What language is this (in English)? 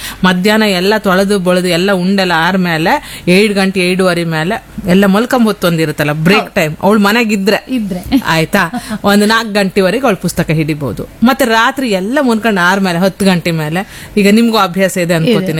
Kannada